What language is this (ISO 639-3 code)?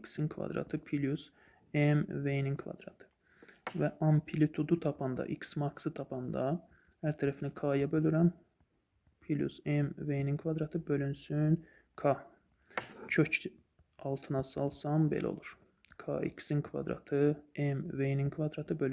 aze